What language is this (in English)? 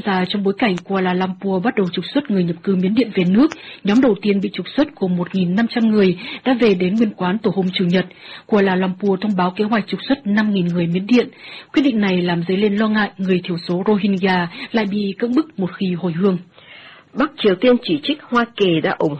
Vietnamese